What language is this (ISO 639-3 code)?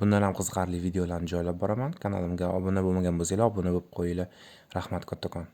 uzb